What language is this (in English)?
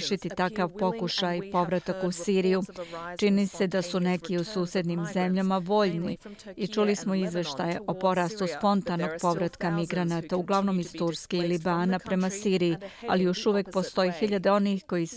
Bosnian